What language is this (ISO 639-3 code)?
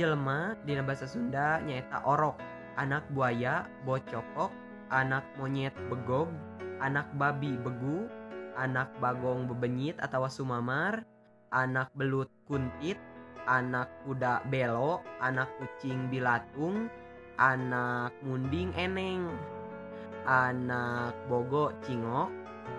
sun